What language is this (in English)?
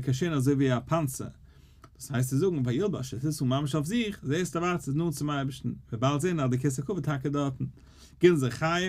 Yiddish